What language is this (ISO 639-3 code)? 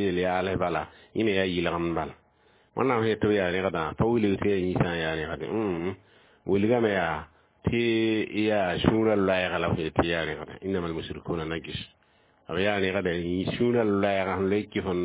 mos